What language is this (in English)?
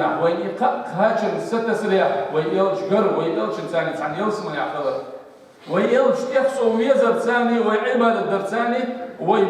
Chechen